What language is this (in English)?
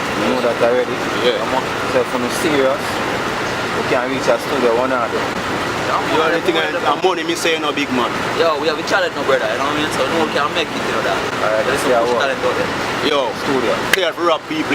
Jamaican Creole English